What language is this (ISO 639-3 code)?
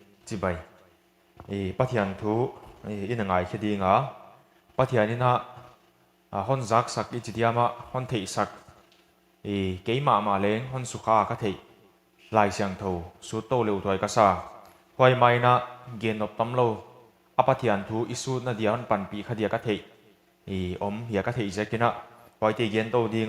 pck